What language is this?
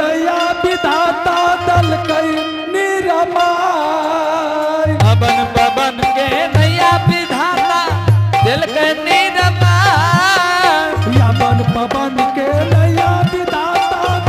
Angika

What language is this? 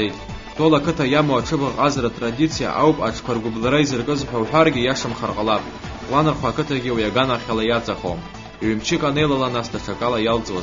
Abkhazian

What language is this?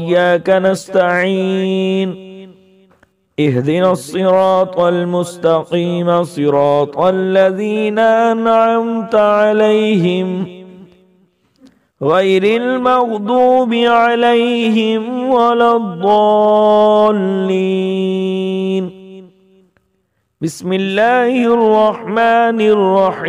Arabic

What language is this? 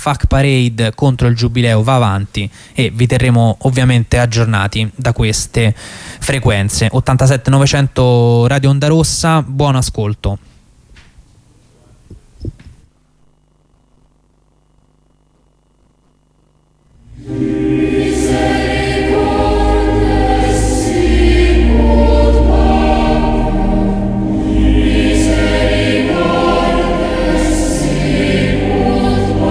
Italian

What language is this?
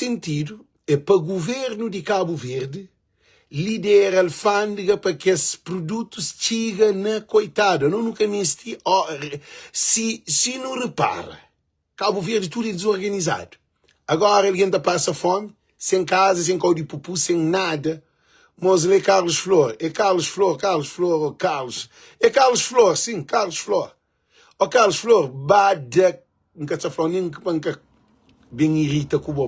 Kabuverdianu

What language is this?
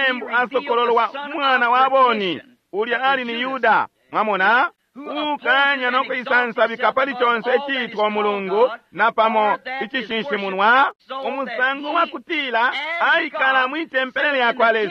Bemba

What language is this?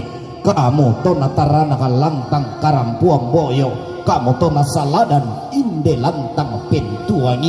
Toraja-Sa'dan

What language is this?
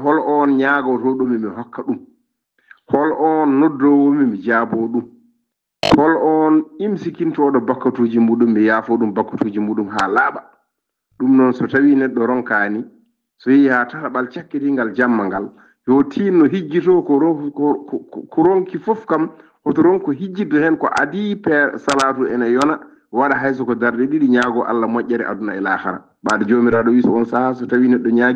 Fula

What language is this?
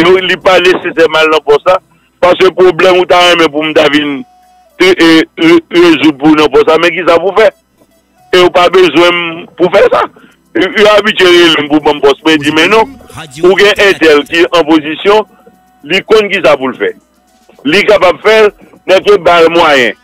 Haitian Creole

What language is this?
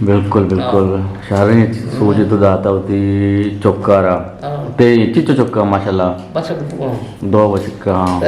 Eastern Balochi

